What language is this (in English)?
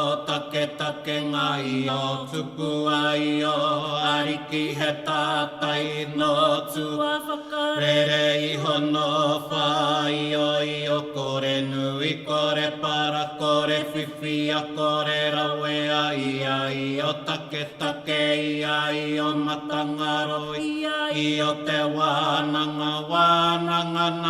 Māori